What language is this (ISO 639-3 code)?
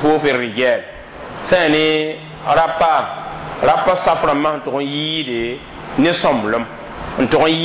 mos